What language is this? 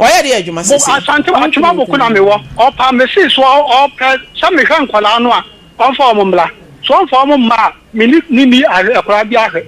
Akan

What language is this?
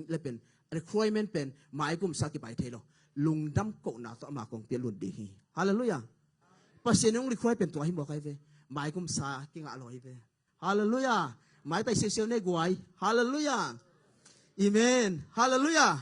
Tedim Chin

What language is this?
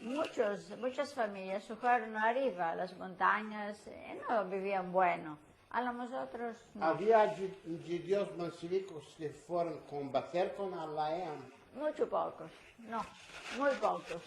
Ladino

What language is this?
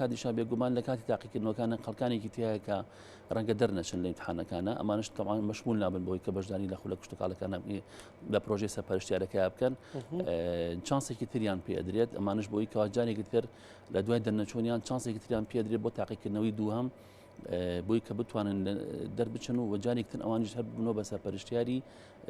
Central Kurdish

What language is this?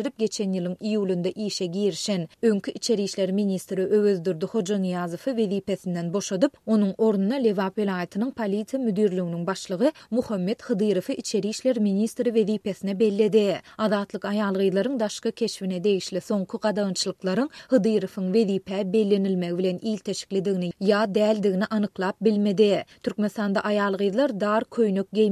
Turkmen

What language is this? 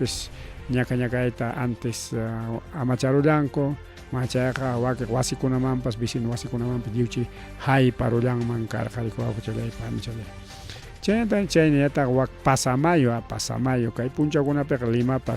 Ayacucho Quechua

